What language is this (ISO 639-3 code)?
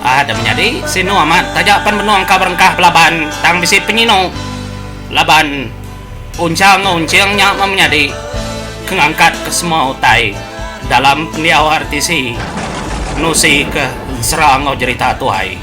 iba